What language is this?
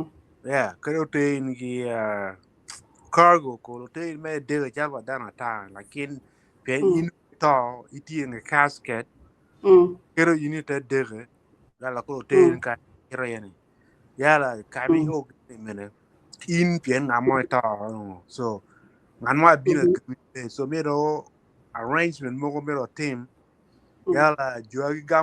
Acoli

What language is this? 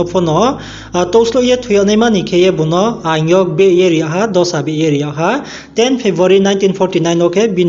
Riang (India)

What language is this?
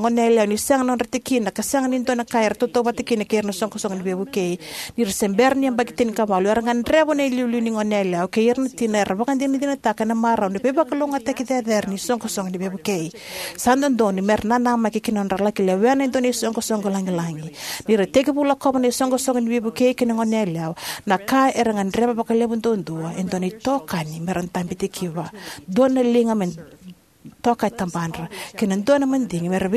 Fijian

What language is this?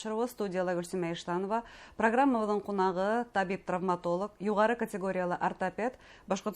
Bashkir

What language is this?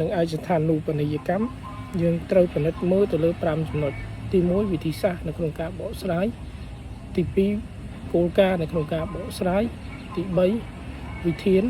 Khmer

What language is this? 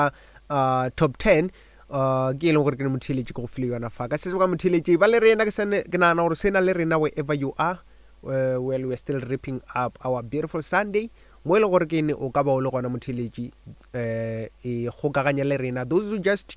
Northern Sotho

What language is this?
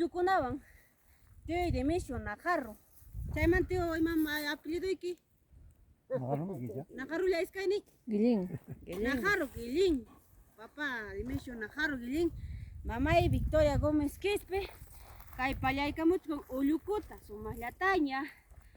Ayacucho Quechua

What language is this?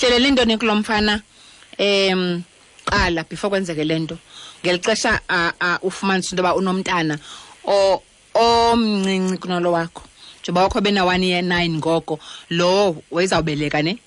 Xhosa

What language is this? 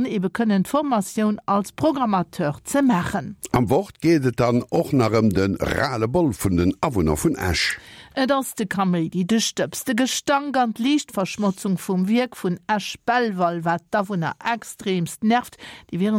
Luxembourgish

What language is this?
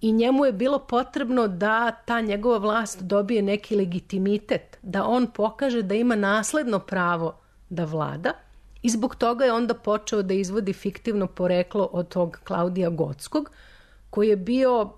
Serbian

